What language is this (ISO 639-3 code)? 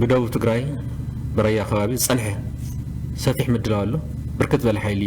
tir